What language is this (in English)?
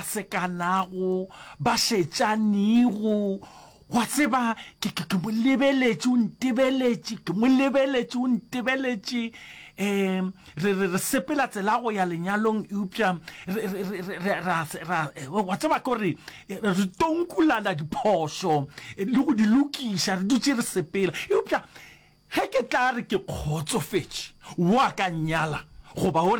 Northern Sotho